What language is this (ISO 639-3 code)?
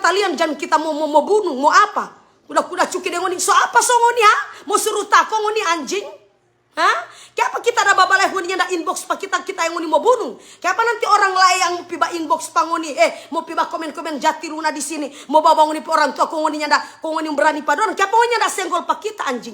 xmm